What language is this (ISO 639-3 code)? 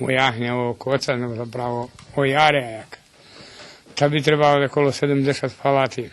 rue